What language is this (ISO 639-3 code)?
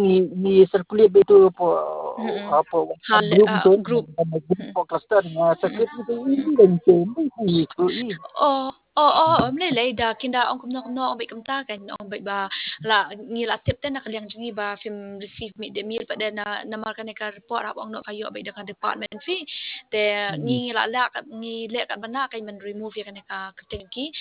kha